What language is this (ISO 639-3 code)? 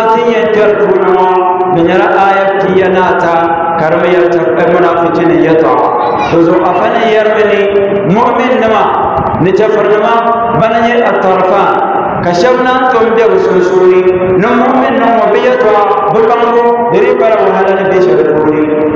dag